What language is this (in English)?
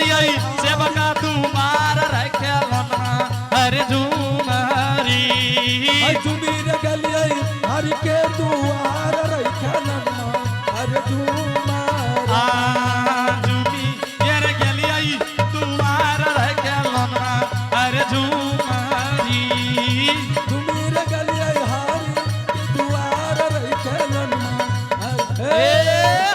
Angika